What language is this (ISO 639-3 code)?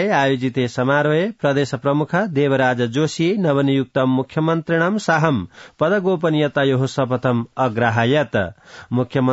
san